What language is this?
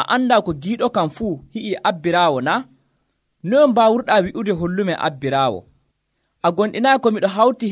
Nigerian Fulfulde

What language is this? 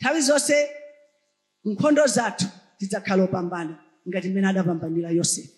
Nyanja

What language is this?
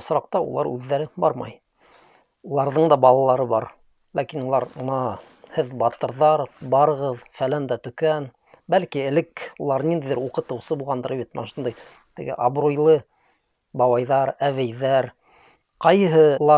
Bashkir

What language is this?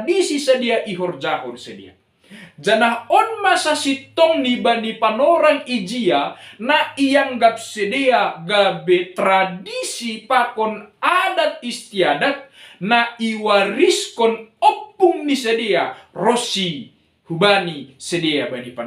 Batak Simalungun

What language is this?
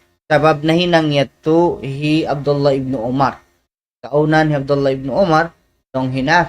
Tausug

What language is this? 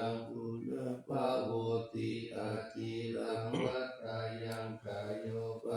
Pali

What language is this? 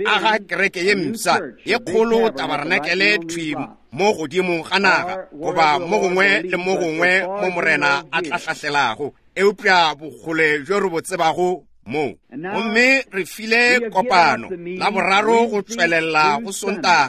Northern Sotho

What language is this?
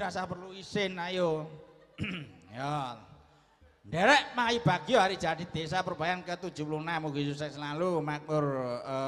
Javanese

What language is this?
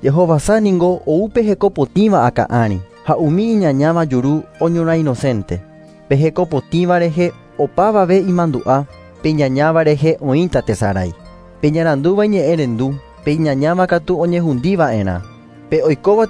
Guarani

